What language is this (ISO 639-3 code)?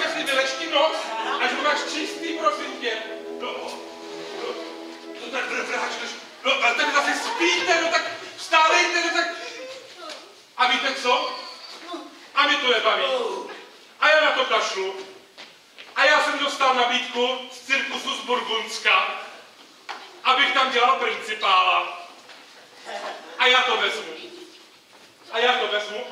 ces